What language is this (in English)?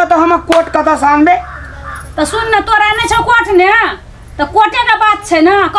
Maithili